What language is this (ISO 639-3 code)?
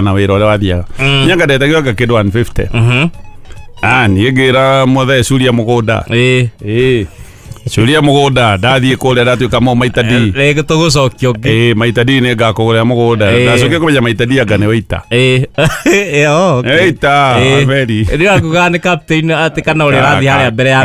kik